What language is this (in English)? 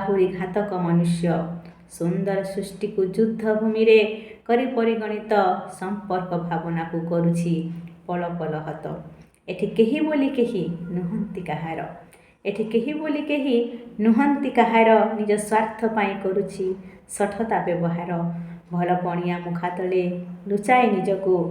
Odia